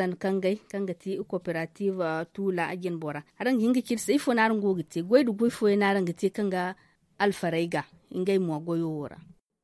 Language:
Zarma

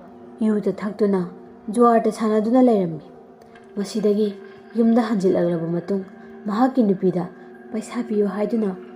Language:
Manipuri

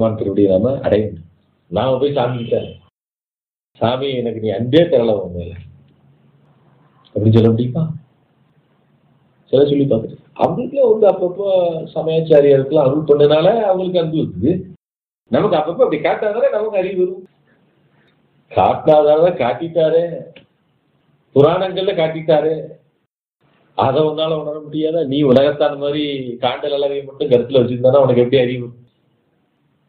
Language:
Tamil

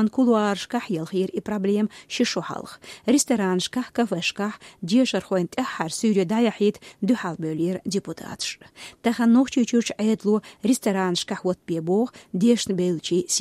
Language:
Chechen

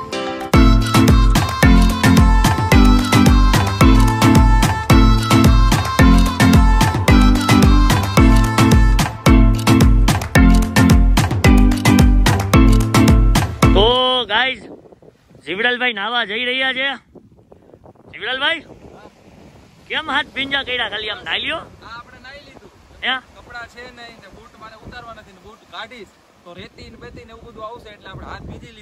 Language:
Gujarati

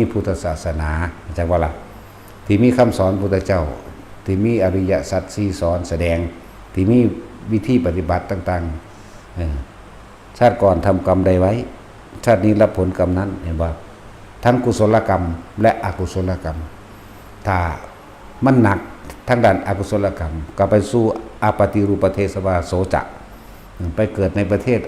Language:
Northeastern Thai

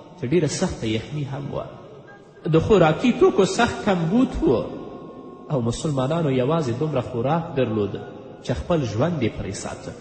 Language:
Pashto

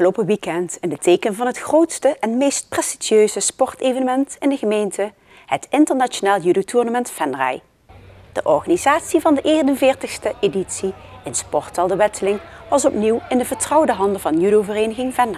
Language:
Dutch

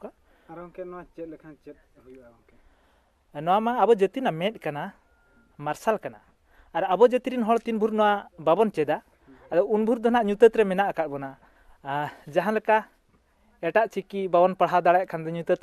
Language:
Santali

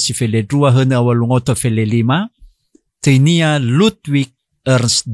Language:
Nias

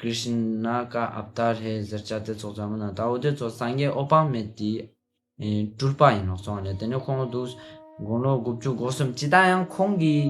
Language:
Ladakhi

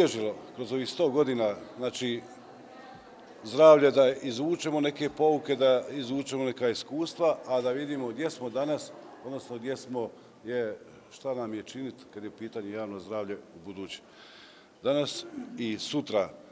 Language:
Bosnian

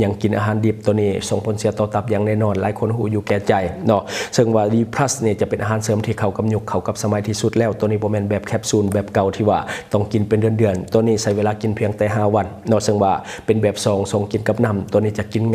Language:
Lao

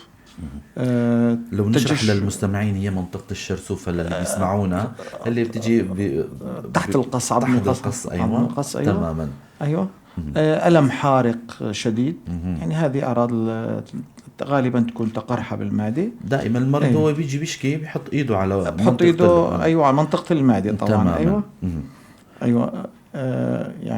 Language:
North Levantine Arabic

